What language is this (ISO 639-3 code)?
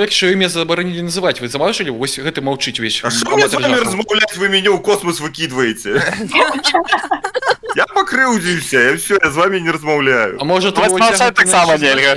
bel